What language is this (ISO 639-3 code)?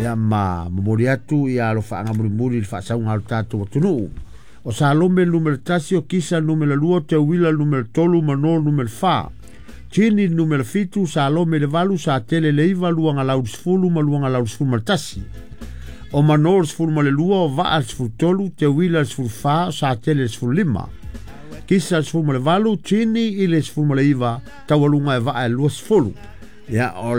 smo